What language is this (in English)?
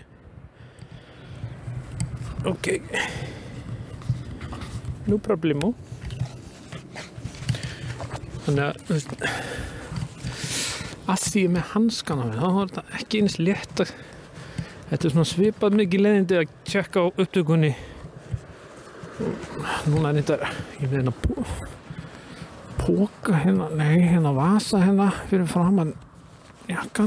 Icelandic